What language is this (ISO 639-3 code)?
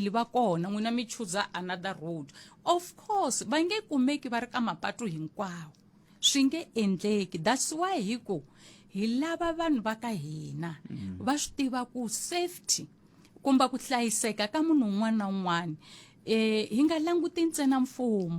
tso